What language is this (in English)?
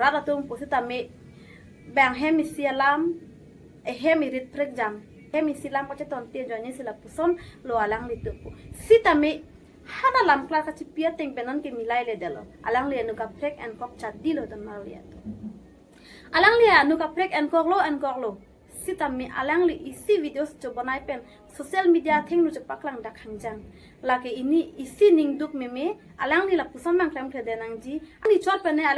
Karbi